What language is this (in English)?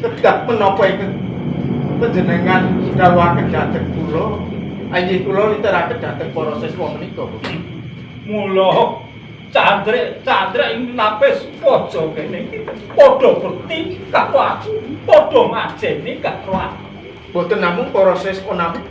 Javanese